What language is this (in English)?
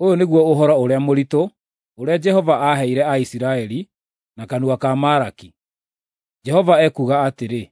Kikuyu